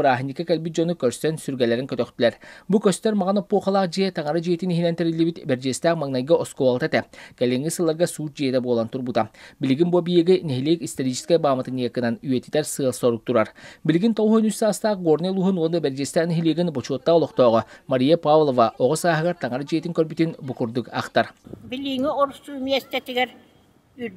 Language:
Yakut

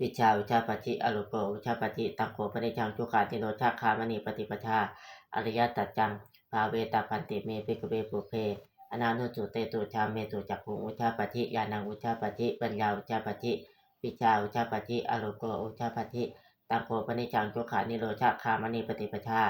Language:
Pali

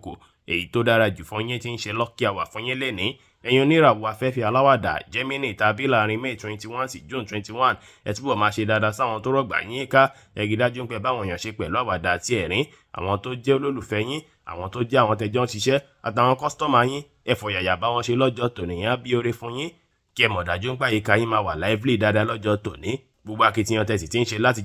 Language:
Yoruba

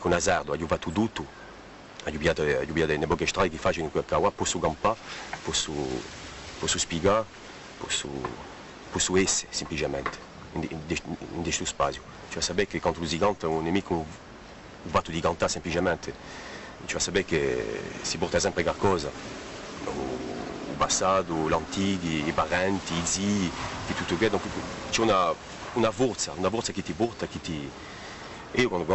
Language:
Corsican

